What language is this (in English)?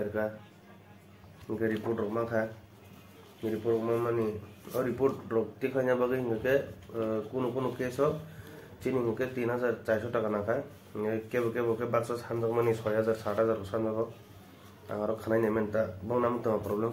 Kok Borok